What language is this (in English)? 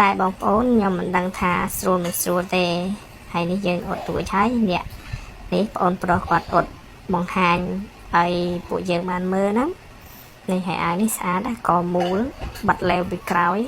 Khmer